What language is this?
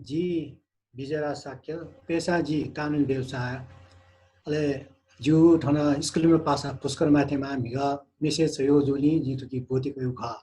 Newari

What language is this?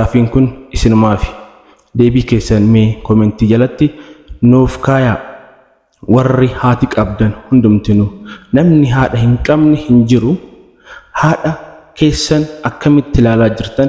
Oromo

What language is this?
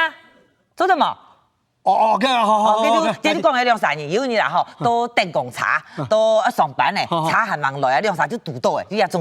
Hakka Chinese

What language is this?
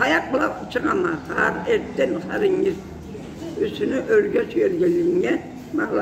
Karachay-Balkar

